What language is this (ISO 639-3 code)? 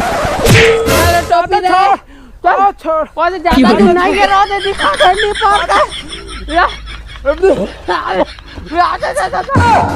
hne